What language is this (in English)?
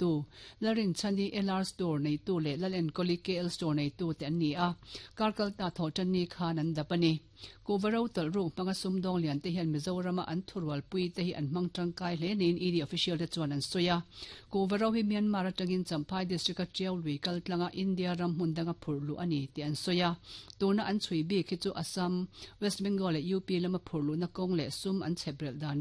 Mizo